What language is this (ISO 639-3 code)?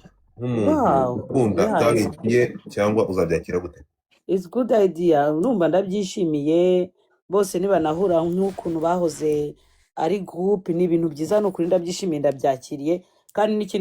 kin